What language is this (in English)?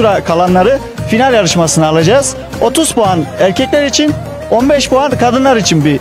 Turkish